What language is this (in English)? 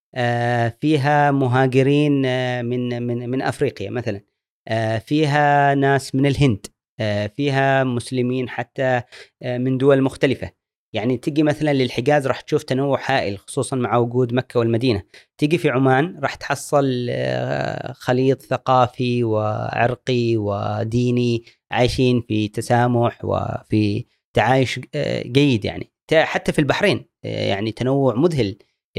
Gulf Arabic